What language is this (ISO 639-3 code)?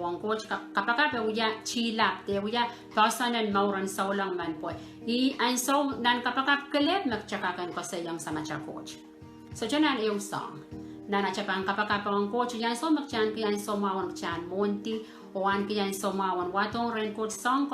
pon